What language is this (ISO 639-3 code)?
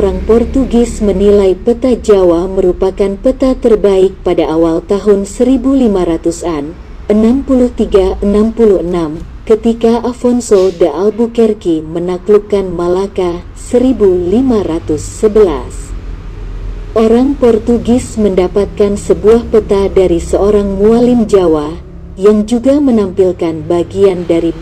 ind